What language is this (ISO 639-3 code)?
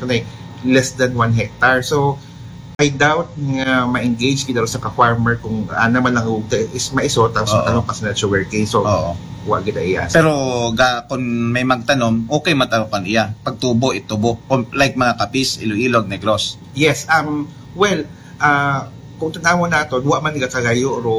akl